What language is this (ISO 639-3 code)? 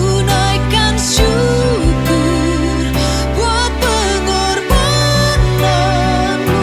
bth